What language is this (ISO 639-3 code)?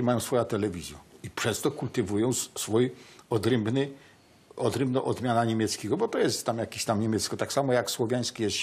szl